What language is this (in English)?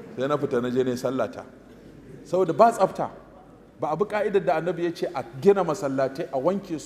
Hausa